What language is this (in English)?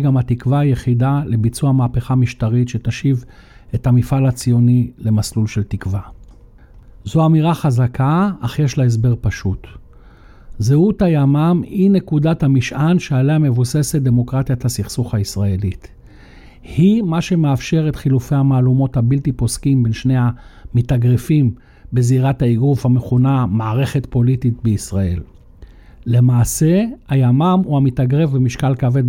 Hebrew